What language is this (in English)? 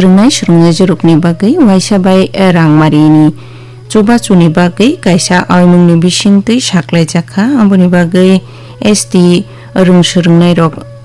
Kok Borok